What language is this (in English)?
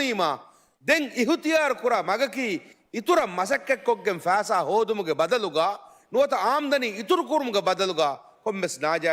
Divehi